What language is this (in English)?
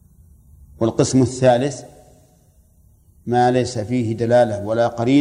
Arabic